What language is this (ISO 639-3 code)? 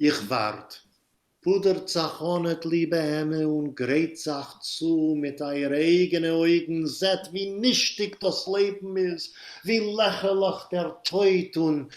yid